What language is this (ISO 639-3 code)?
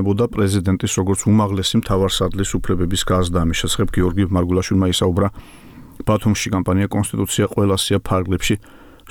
kat